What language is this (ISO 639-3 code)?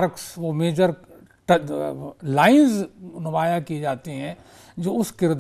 urd